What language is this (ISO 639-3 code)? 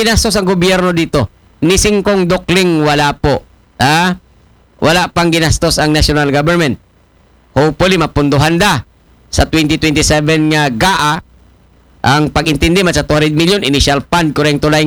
akl